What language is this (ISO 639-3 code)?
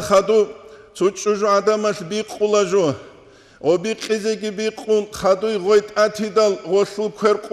ava